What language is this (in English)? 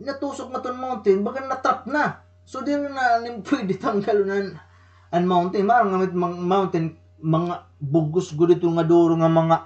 Waray